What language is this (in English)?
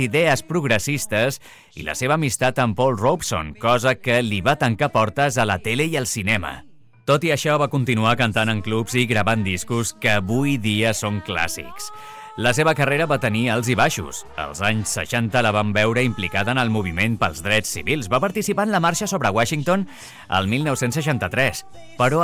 Catalan